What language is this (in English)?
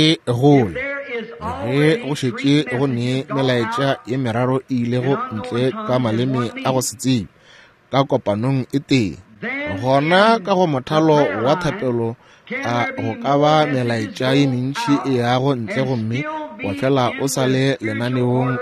Northern Sotho